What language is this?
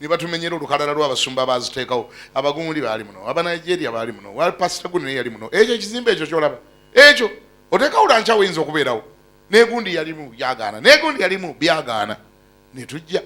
Ganda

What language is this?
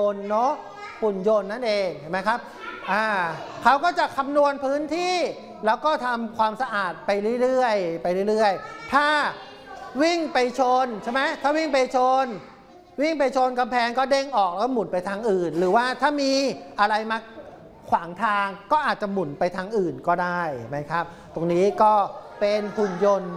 Thai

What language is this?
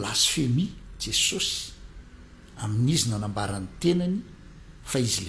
Malagasy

